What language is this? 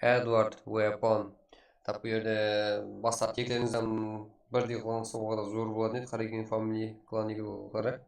Kara-Kalpak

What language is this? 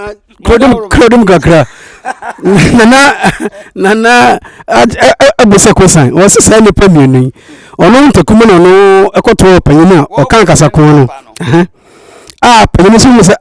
Akan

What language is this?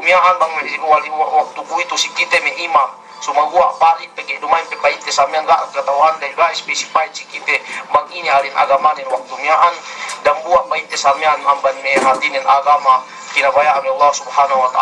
Yakan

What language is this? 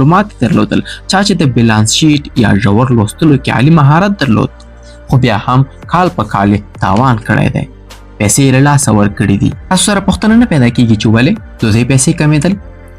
Pashto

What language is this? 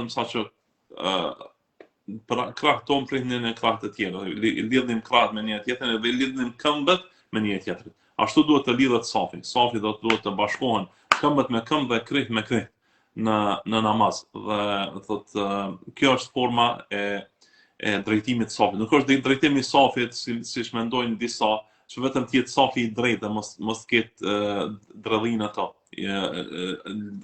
Albanian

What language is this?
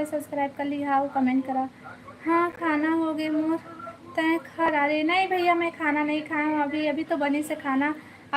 Chhattisgarhi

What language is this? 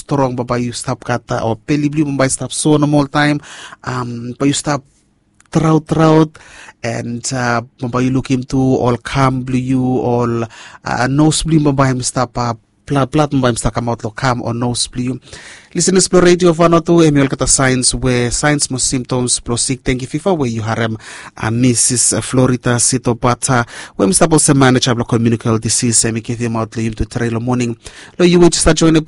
Bislama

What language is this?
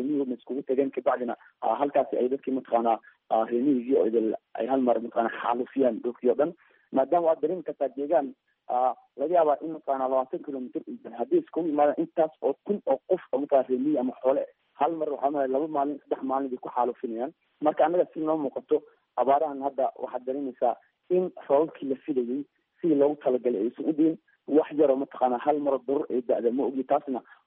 Somali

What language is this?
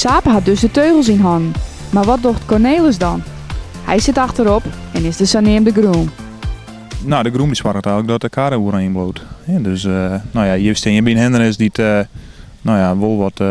Western Frisian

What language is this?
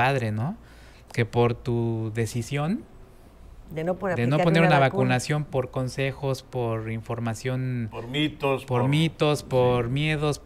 Spanish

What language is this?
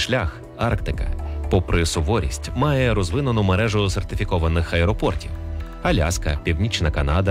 Ukrainian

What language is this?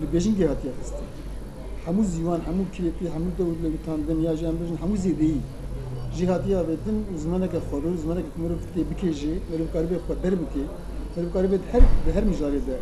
Kurdish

